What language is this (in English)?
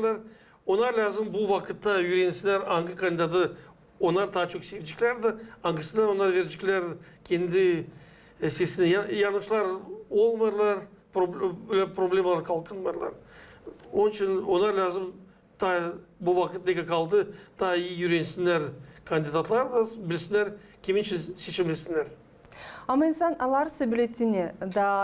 Gagauz